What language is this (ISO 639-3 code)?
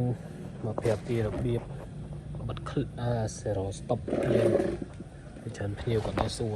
khm